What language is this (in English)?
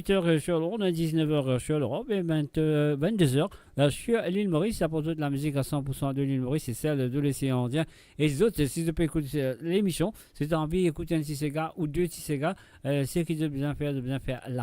Morisyen